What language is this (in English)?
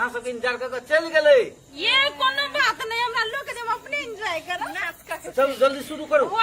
Maithili